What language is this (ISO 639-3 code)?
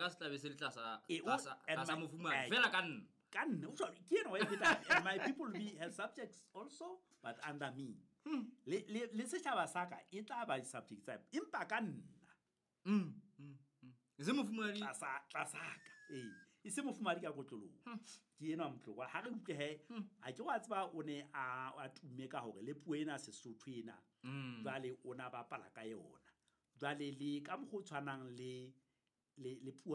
sot